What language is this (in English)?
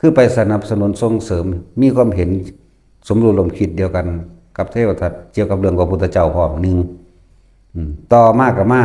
Lao